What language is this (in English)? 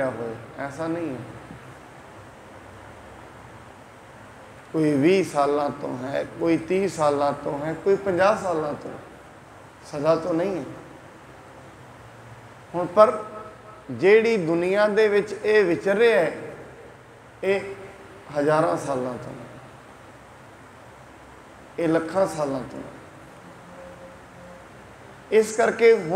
Punjabi